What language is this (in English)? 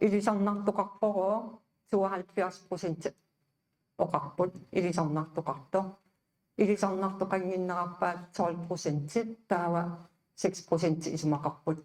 Kalaallisut